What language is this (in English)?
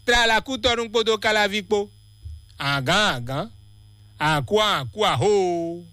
Fon